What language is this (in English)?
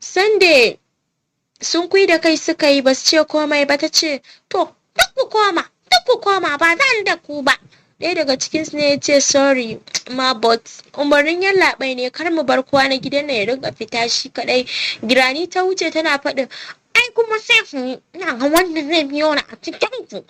Hausa